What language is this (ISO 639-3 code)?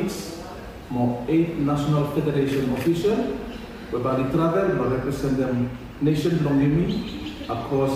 bis